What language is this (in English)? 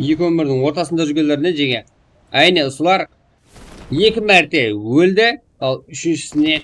Kara-Kalpak